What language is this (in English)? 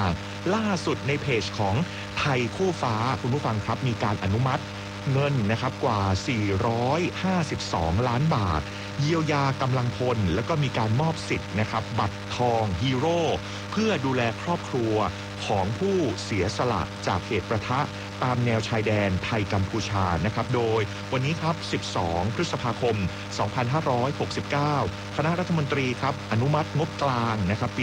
Thai